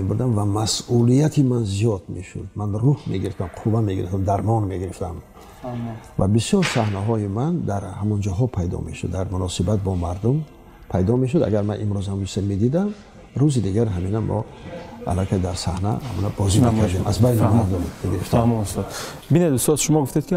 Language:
Tajik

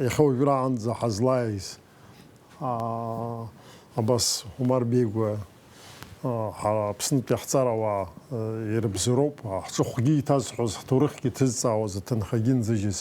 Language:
Abkhazian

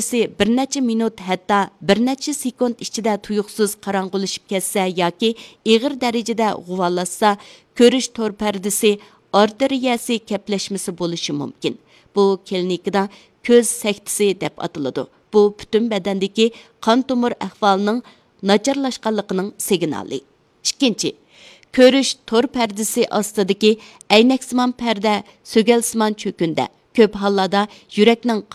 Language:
Uyghur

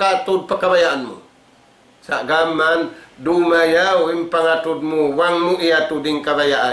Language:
Tausug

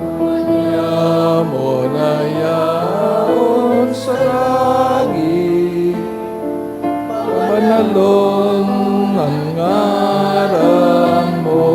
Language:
Bikol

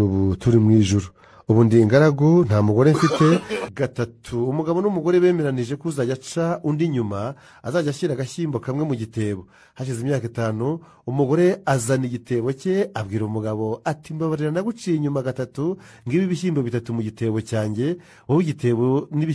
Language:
Kinyarwanda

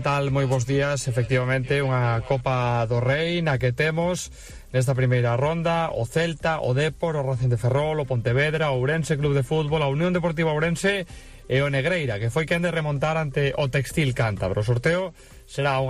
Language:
Galician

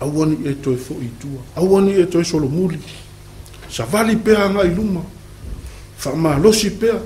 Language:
Samoan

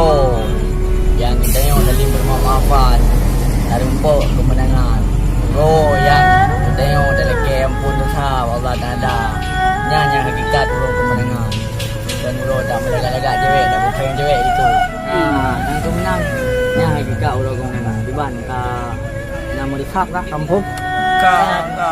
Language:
Achinese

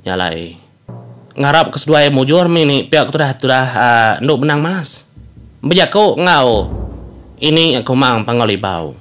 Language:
Iban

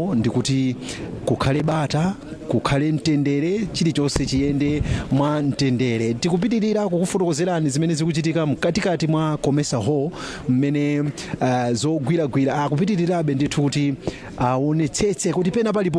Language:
Nyanja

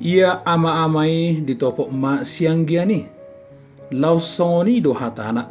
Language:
Batak Toba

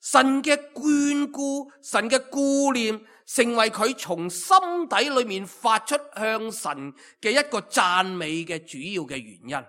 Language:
Cantonese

